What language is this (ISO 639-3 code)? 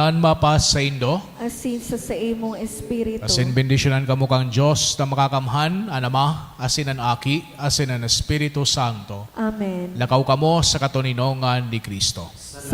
bik